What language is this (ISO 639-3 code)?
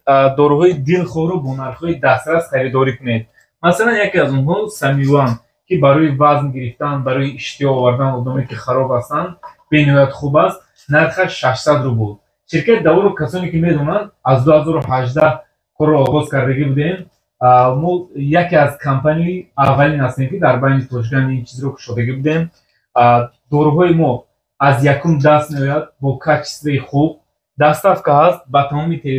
tgk